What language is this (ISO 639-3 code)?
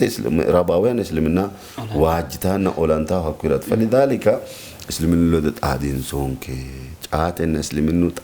sid